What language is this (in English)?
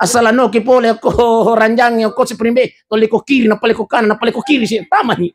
Buginese